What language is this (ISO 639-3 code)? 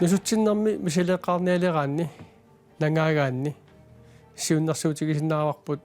kal